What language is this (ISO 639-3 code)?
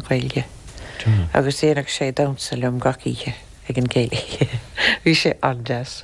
gle